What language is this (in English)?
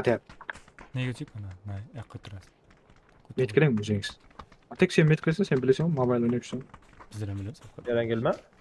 Kara-Kalpak